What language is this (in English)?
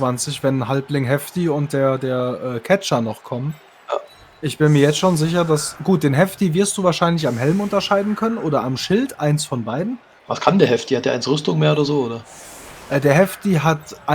Swiss German